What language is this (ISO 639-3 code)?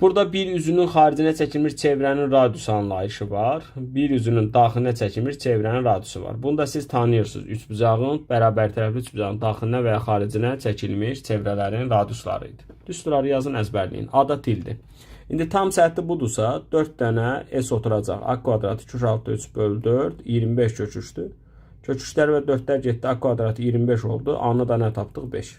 aze